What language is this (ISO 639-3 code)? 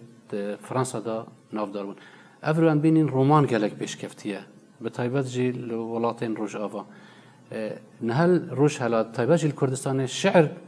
kur